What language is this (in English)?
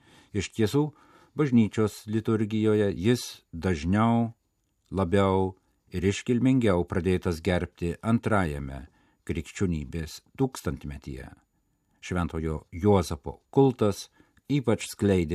Lithuanian